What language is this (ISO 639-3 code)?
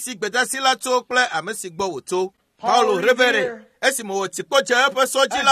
ewe